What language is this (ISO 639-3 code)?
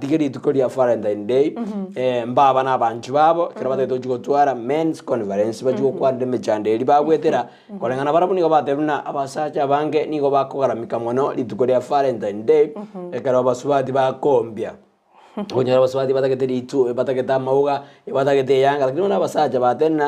guz